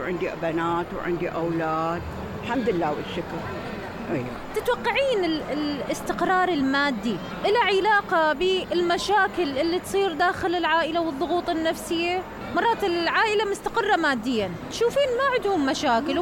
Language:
Mesopotamian Arabic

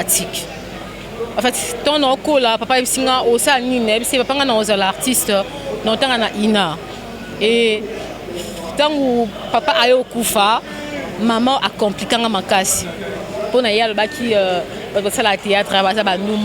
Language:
Lingala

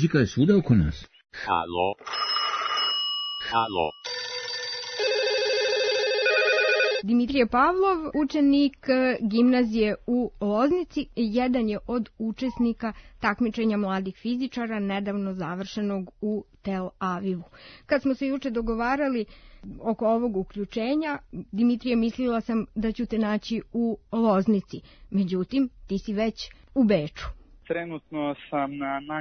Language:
Serbian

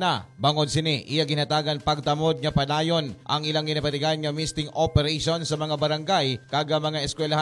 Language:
Hiligaynon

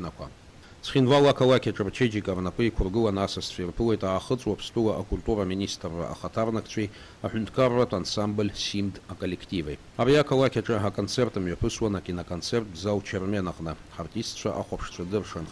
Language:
Abkhazian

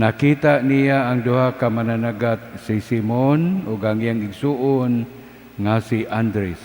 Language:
Cebuano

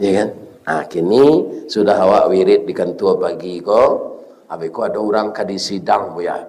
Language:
Minangkabau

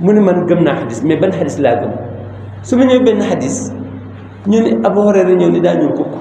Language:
Wolof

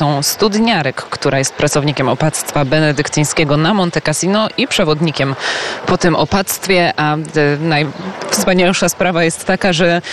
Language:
Polish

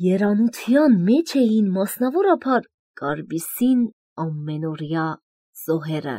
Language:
Armenian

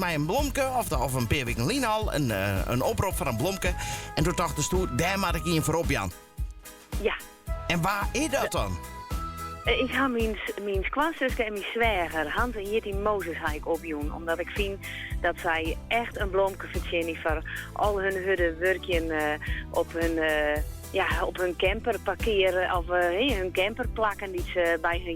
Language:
Western Frisian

